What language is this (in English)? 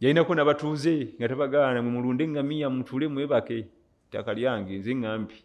Ganda